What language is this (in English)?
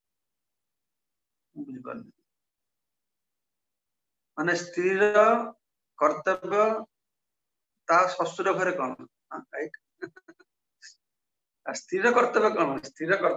Odia